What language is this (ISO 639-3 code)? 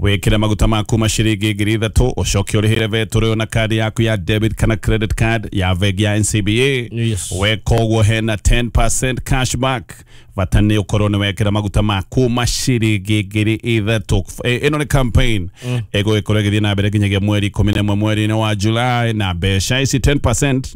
kik